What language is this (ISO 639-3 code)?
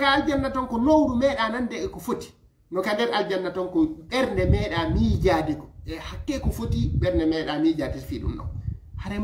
ful